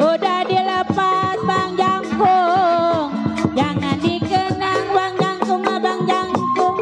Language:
Betawi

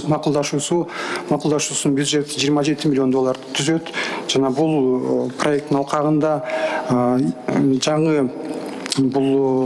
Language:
Kyrgyz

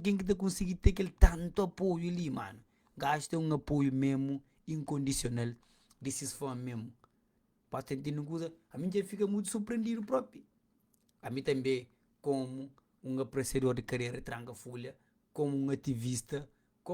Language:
Kabuverdianu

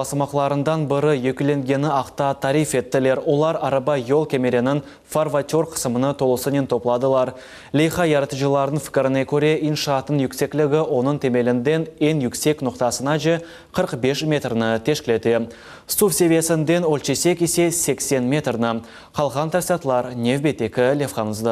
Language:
Crimean Tatar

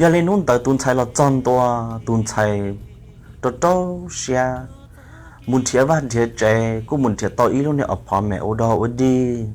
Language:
Hmong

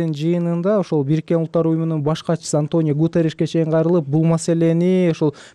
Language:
Kyrgyz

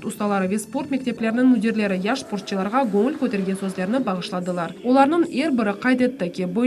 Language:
Crimean Tatar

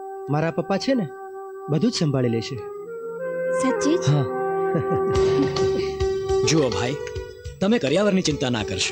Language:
Gujarati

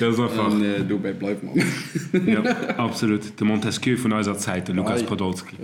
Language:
Luxembourgish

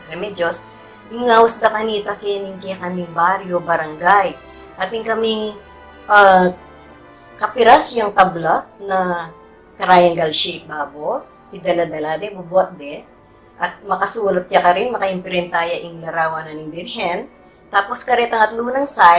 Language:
Pampanga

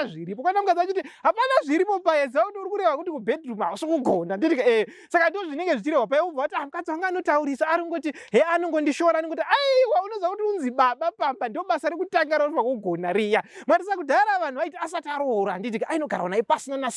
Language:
Shona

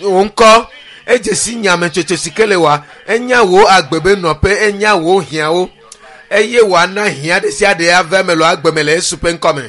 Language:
Ewe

